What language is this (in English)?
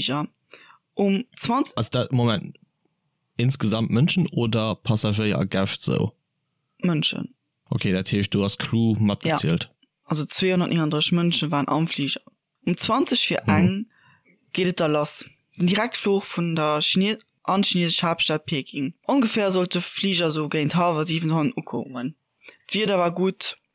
Luxembourgish